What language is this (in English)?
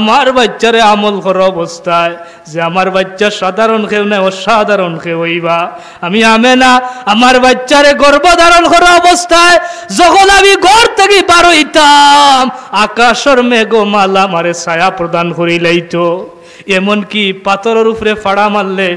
Sylheti